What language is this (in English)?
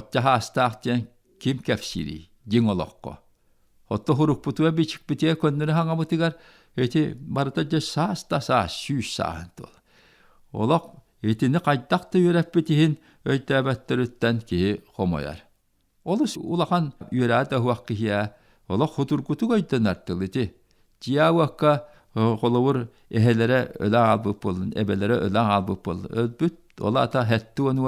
Yakut